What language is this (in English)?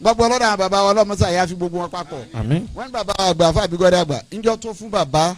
Yoruba